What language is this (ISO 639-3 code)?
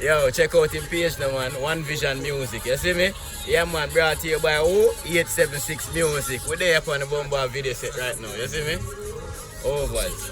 jam